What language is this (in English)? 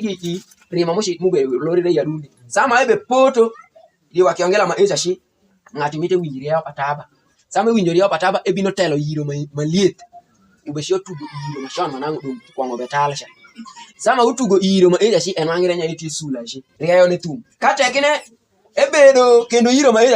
Alur